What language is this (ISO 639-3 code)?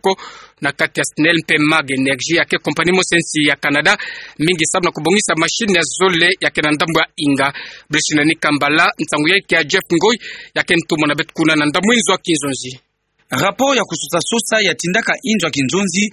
ktu